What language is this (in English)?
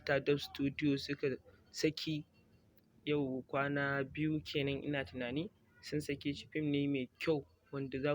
Hausa